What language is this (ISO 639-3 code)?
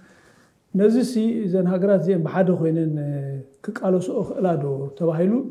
tir